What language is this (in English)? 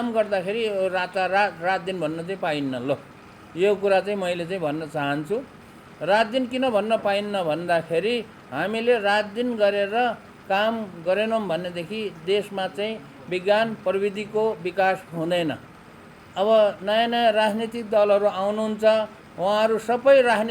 Nepali